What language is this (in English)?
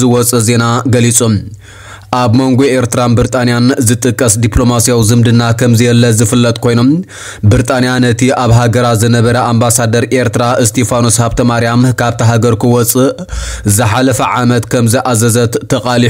Tigrinya